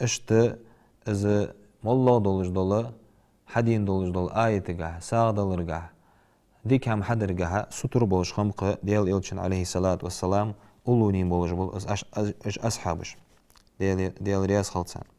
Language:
Ingush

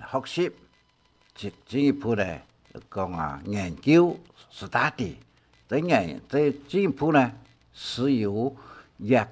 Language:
Hakka Chinese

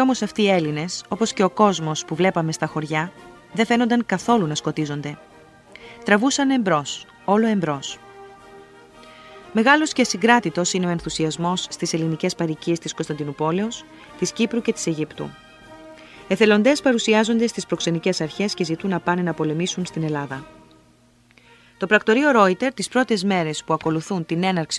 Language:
Greek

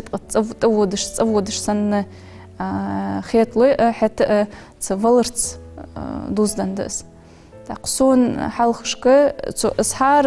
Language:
Ingush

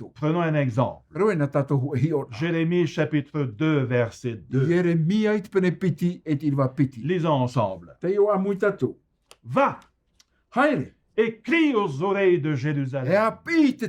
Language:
Tahitian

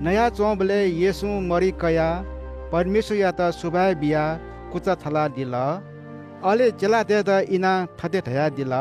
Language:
Newari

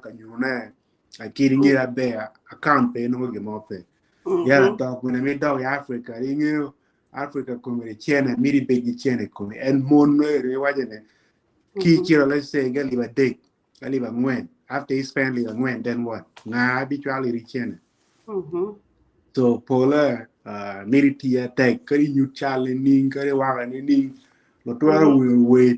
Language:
Acoli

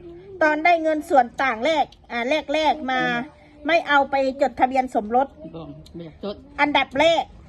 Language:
Northeastern Thai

